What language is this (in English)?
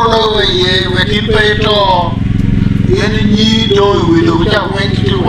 Acoli